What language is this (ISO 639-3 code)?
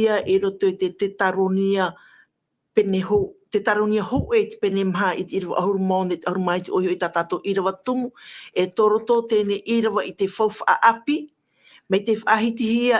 tah